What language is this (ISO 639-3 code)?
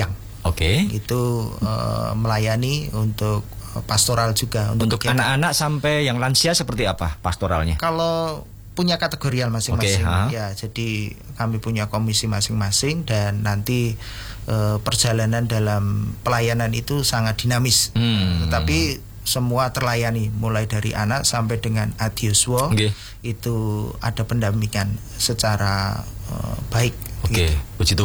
ind